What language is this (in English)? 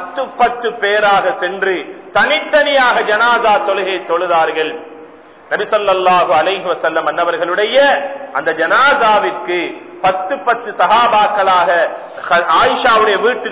Tamil